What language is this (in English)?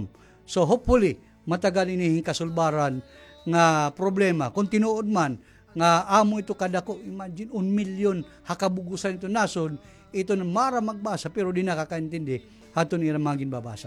Waray